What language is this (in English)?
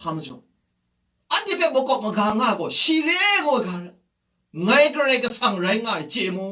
Kachin